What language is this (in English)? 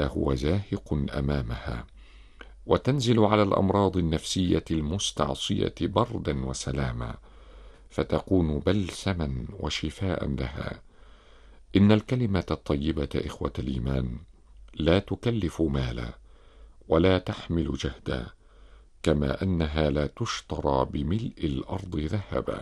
Arabic